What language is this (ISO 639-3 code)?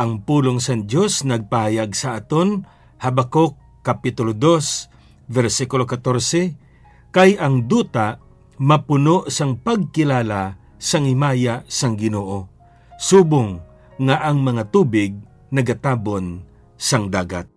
hil